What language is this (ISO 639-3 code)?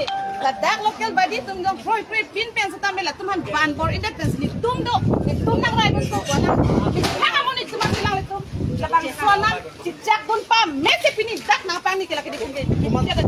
mjw